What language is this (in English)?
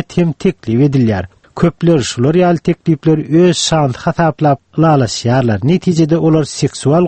Turkmen